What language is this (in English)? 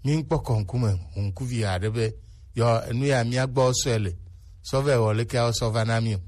Gen